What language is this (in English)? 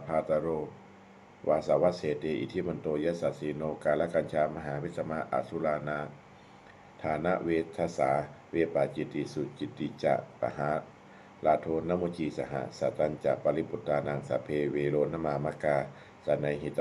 Pali